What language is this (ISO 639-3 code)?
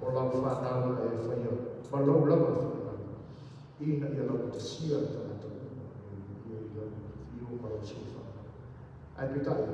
smo